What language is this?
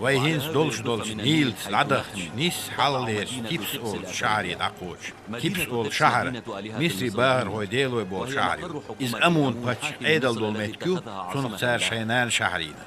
Chechen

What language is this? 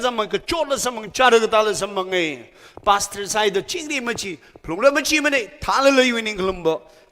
Tangkhul Naga (India)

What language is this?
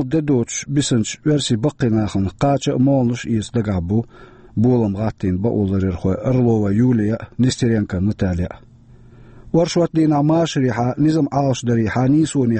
Chechen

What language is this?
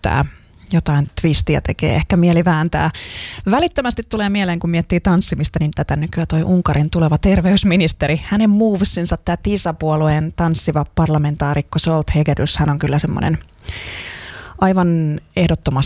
Finnish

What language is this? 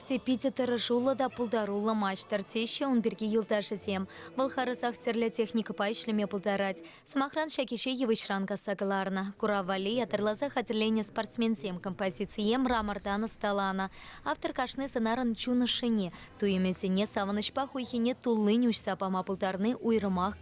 Chuvash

